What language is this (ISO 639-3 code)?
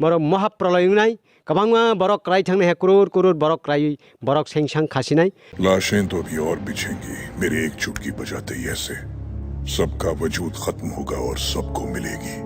trp